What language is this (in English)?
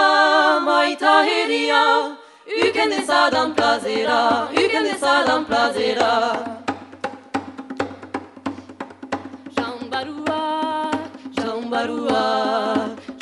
Basque